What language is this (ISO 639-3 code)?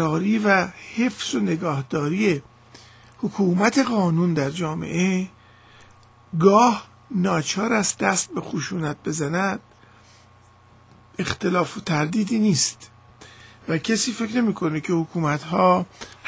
fas